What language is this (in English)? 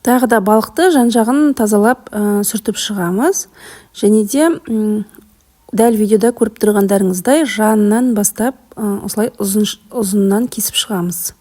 Kazakh